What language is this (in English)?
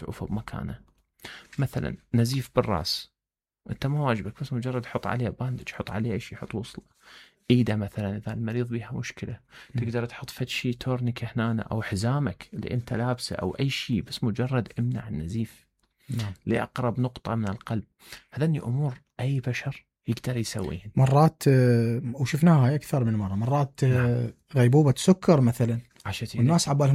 Mesopotamian Arabic